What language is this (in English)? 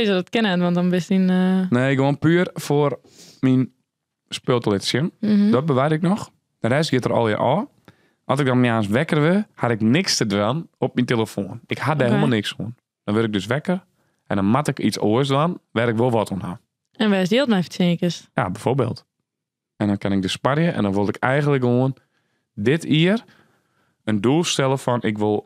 Western Frisian